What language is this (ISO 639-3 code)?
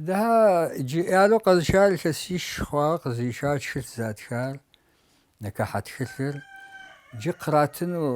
kbd